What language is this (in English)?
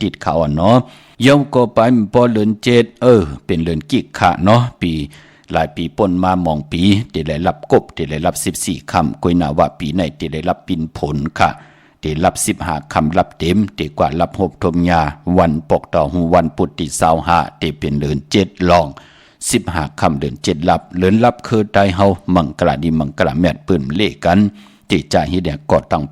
Shan